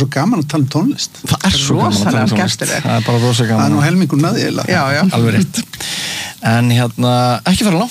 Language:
Icelandic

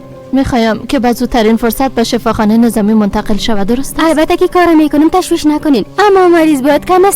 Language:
Persian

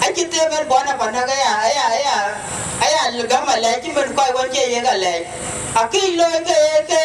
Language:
Dinka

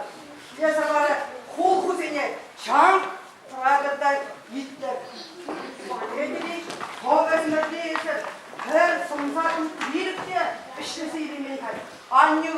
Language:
Chuvash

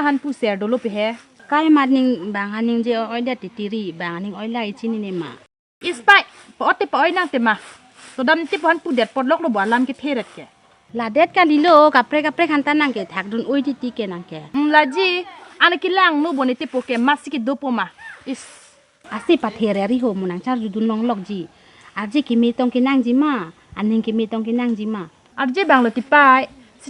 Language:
Karbi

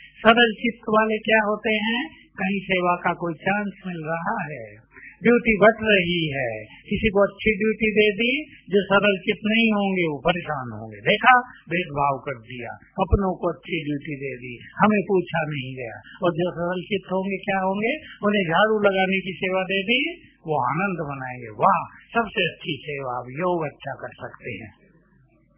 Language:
Hindi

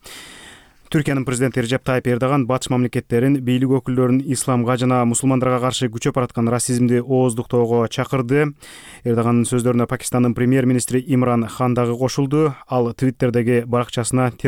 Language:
Kyrgyz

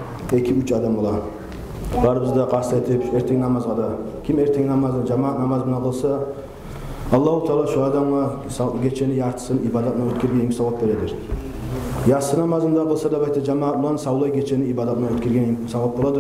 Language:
Kumyk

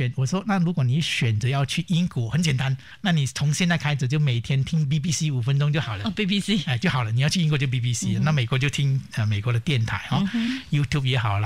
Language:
Chinese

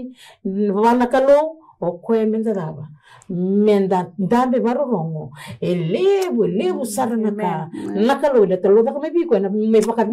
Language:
Fijian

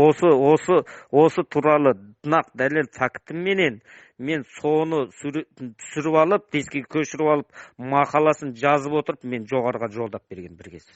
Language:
Kazakh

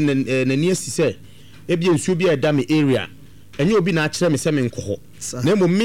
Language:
Akan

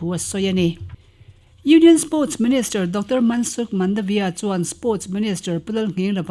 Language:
Mizo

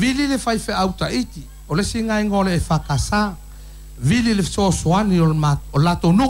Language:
Samoan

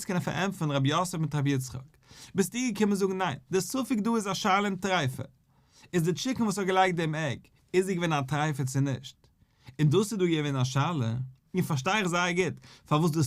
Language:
Yiddish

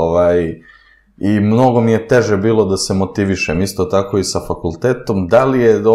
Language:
Serbian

